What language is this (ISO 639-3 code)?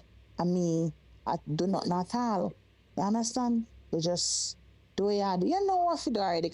jam